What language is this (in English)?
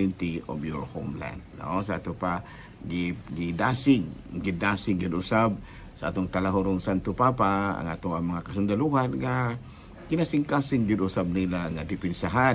Cebuano